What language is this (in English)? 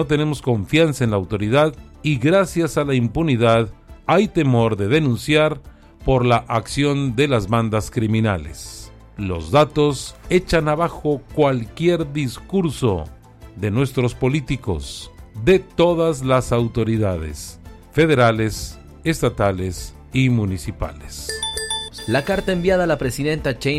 Spanish